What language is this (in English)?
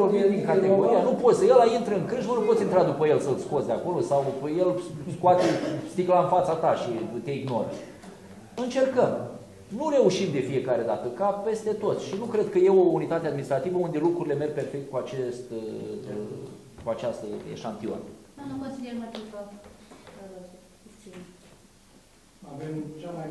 Romanian